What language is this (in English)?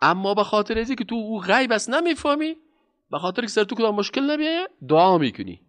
Persian